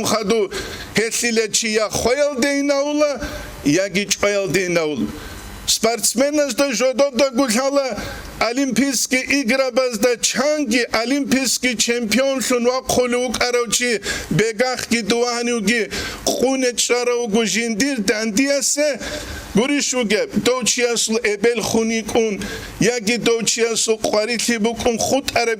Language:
Avaric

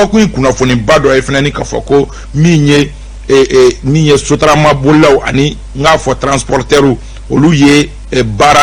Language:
Bambara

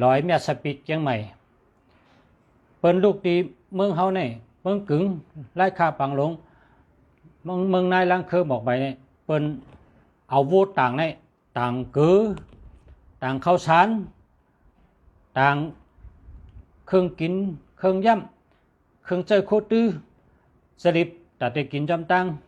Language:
Shan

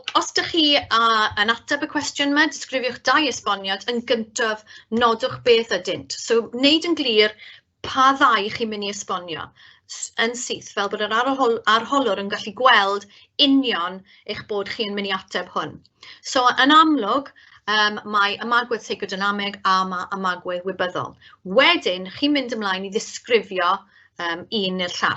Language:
Welsh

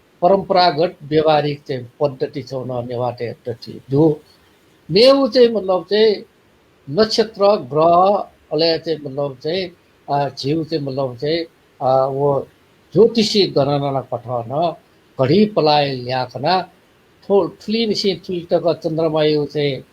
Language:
Newari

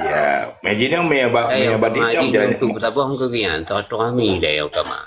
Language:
Achinese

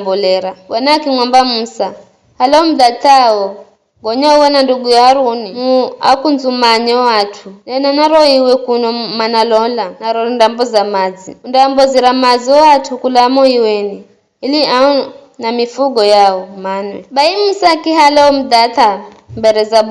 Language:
Giryama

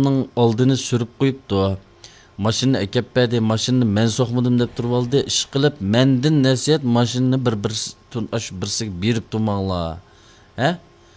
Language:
Uyghur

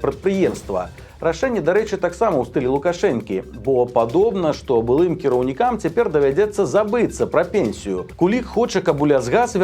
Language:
Belarusian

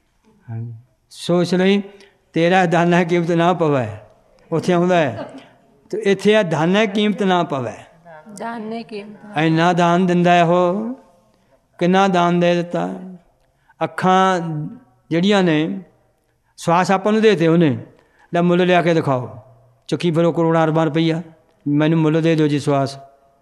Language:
Punjabi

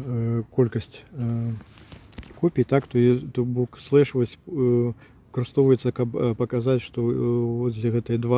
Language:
Belarusian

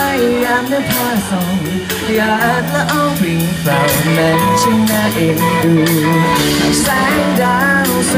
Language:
Thai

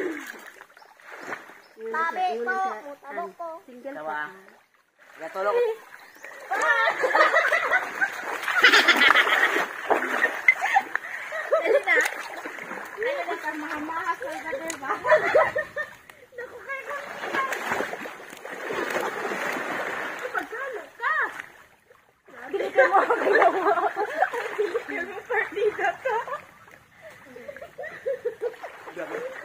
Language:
Cebuano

